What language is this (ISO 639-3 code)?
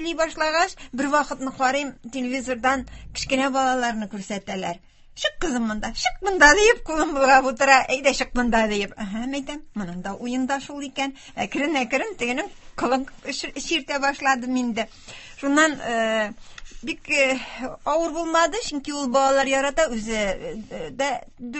tat